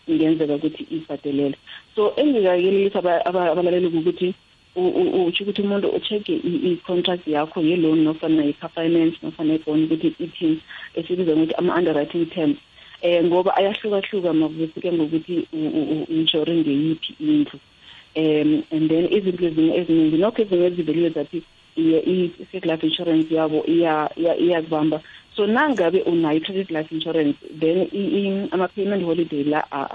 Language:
South Ndebele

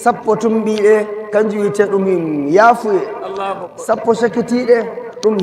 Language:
Nigerian Fulfulde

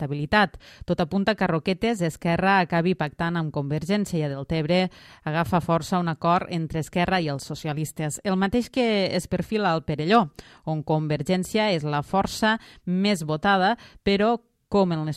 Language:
Catalan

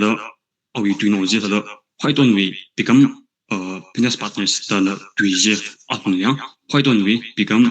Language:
Tangkhul Naga (India)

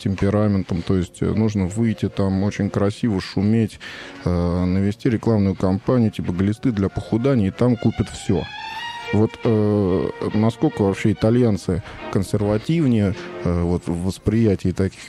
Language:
Russian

